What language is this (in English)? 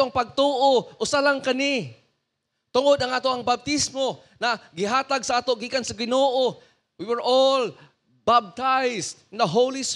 Cebuano